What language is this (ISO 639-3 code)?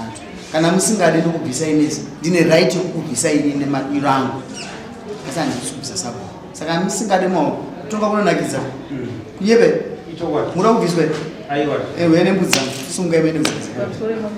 sna